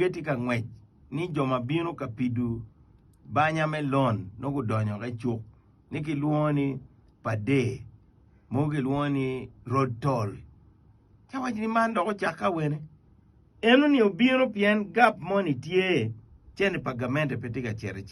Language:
Acoli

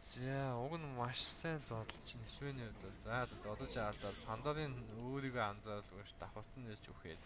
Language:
Mongolian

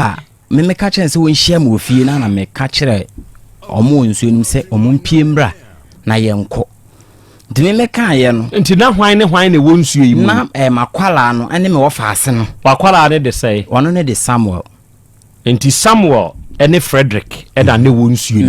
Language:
Akan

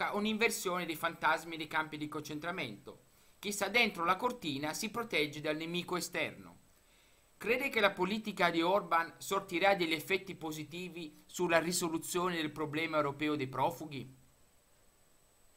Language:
Italian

